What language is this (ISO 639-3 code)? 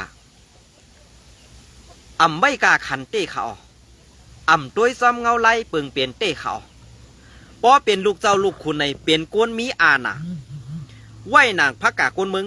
shn